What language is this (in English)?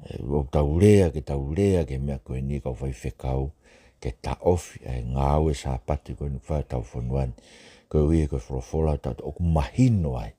Tongan